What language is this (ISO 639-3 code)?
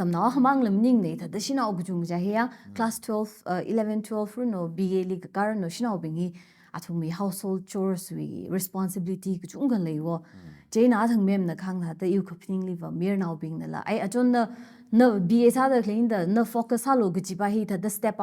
nmf